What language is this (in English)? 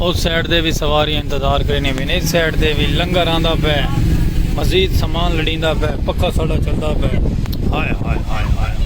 Saraiki